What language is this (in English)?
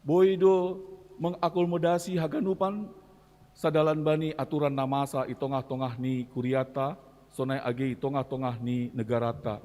Batak Simalungun